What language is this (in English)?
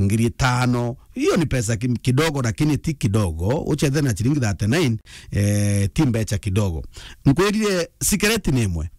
Meru